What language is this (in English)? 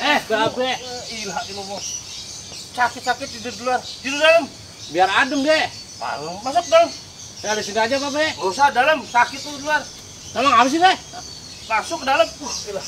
Betawi